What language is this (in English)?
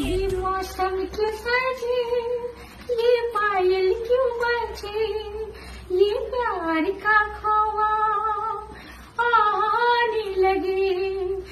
Hindi